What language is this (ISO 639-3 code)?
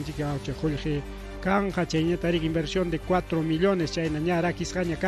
quy